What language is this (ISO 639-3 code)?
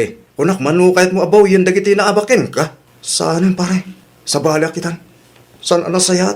ilo